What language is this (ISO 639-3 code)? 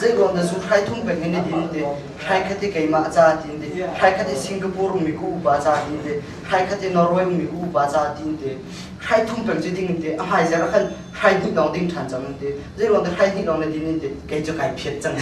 cnh